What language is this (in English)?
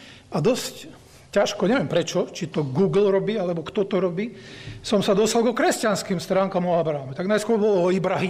Slovak